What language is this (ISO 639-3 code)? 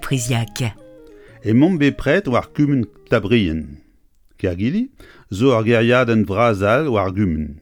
bre